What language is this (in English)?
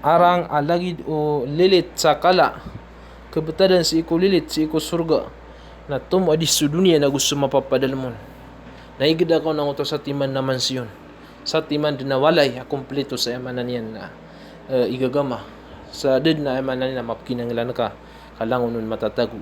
Maranao